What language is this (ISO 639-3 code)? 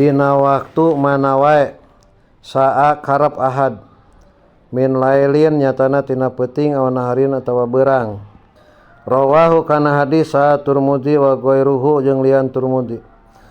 sun